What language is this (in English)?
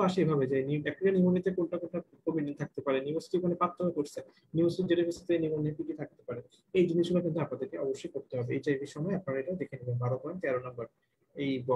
Bangla